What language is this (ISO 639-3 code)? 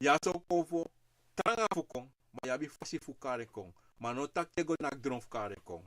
srn